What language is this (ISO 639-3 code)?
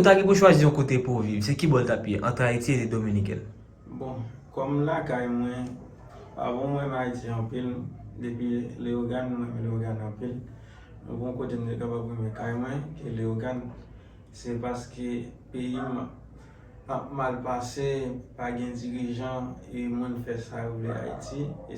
hat